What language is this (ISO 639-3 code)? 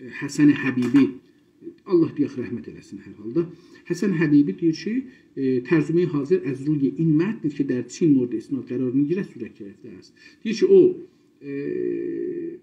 azb